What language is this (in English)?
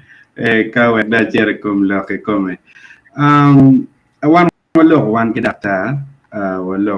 Acoli